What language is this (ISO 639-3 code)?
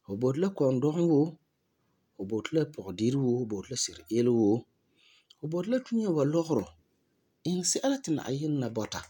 gur